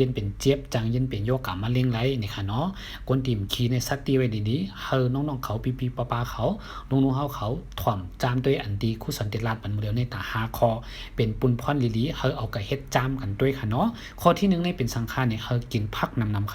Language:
Shan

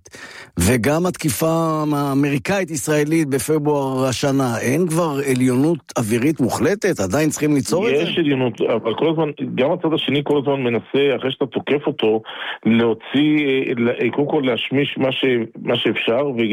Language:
Hebrew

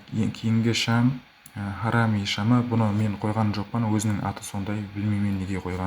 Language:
Kara-Kalpak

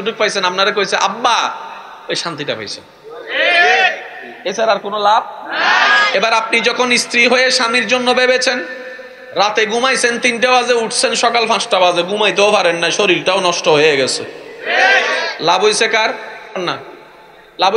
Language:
Bangla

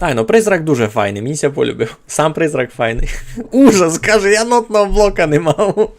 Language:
Rusyn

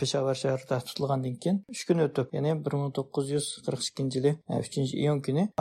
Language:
Uyghur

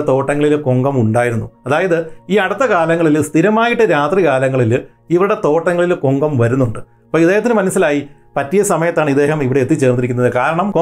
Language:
Malayalam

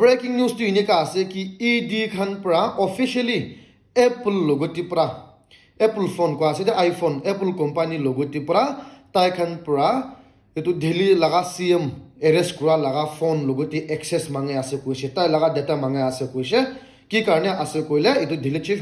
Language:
Naga Pidgin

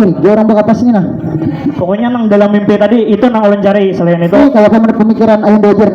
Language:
Banjar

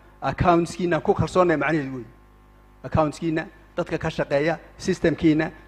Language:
Somali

